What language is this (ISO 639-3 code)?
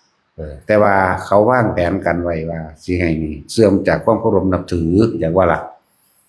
tts